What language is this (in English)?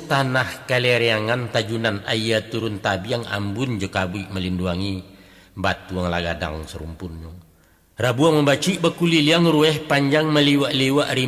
Minangkabau